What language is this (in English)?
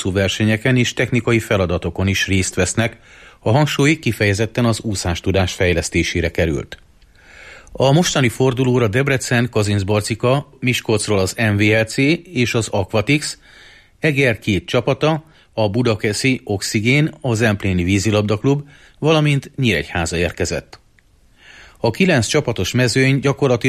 Hungarian